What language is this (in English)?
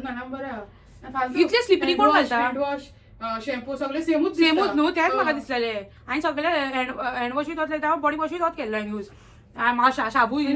Konkani